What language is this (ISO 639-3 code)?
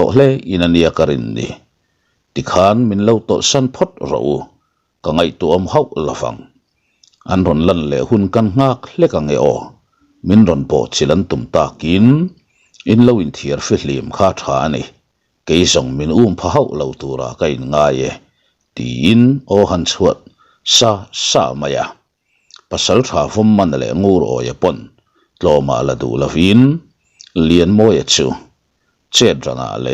lus